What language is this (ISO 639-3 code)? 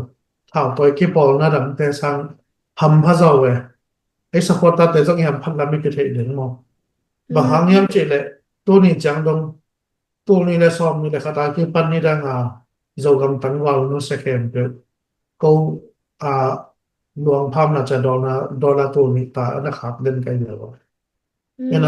ctd